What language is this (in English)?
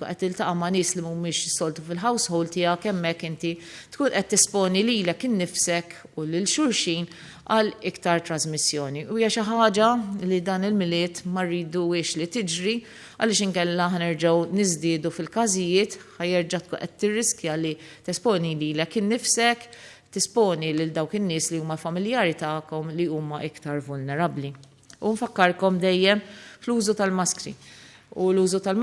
Maltese